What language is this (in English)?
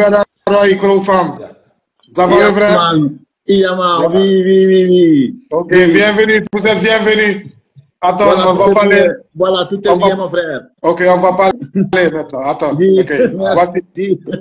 Dutch